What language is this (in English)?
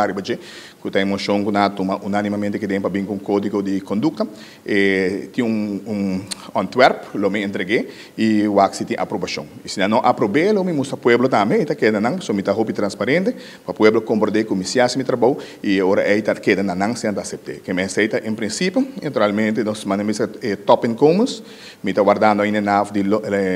Papiamento